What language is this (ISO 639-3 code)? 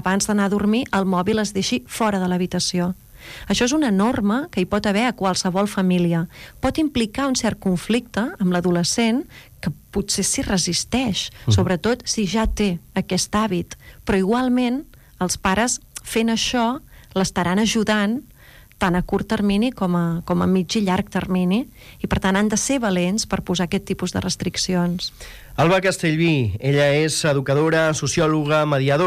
cat